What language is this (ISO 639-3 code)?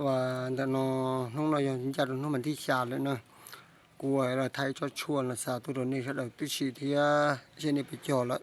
hmn